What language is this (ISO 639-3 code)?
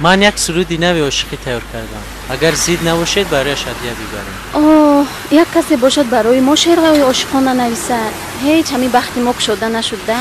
tgk